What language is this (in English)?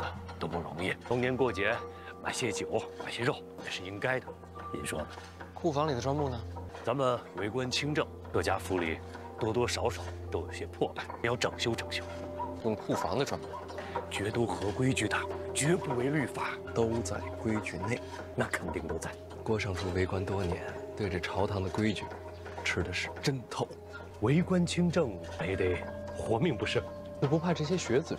Chinese